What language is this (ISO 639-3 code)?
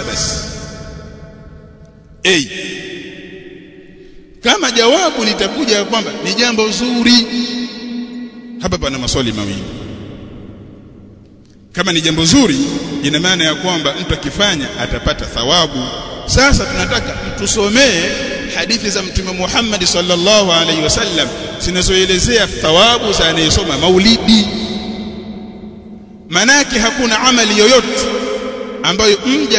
swa